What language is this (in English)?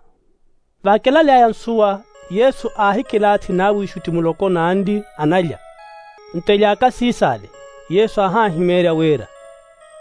Makhuwa